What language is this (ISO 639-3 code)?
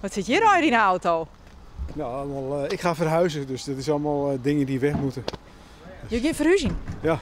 fry